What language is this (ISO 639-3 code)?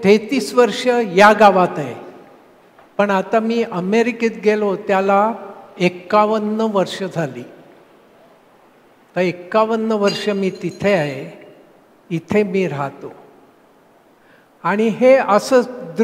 mar